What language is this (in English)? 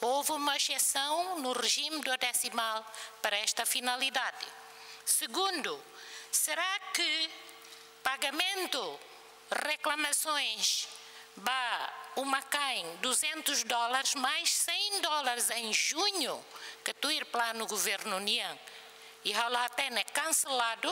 Tetum